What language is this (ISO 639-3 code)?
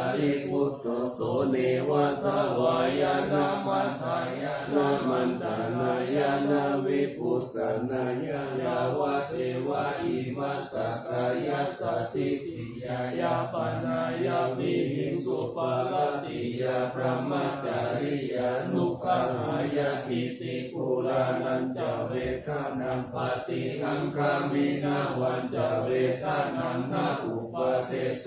pli